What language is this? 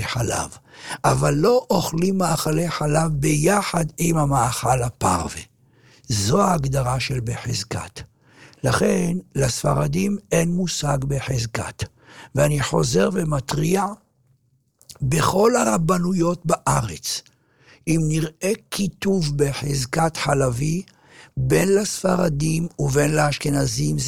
Hebrew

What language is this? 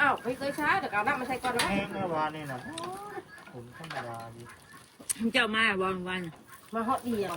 Northeastern Thai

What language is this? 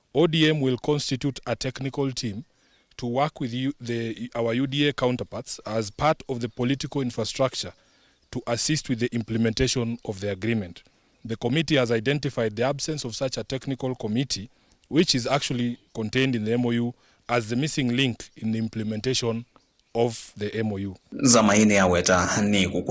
Kamba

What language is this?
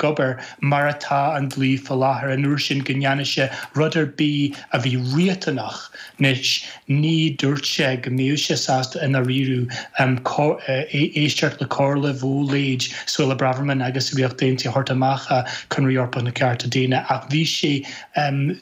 Irish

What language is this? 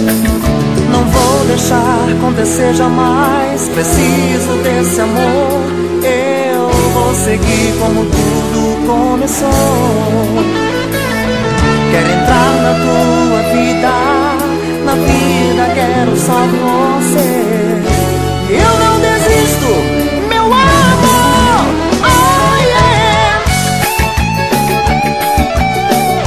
Portuguese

